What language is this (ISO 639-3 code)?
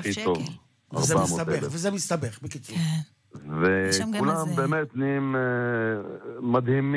heb